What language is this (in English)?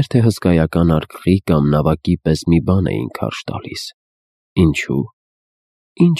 Armenian